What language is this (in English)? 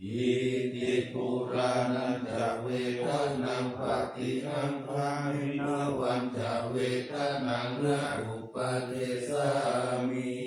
Pali